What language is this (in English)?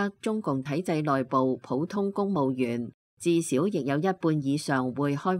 Cantonese